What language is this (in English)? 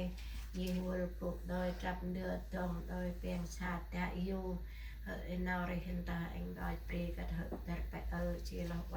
Central Mnong